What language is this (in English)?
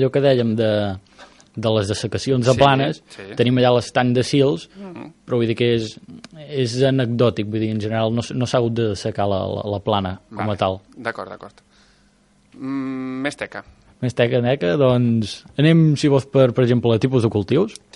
Catalan